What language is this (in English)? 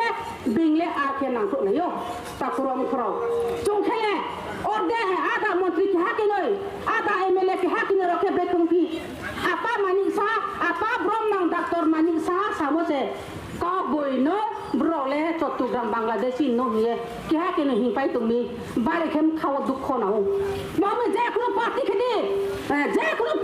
Riang (India)